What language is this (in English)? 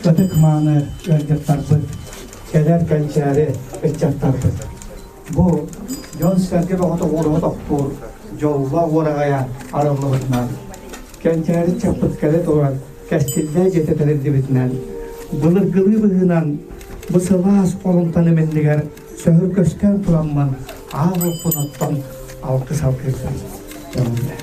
Yakut